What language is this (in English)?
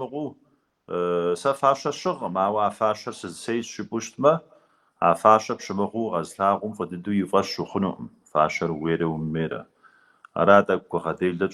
Kabardian